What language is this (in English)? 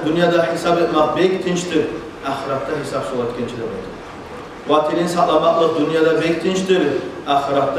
Kumyk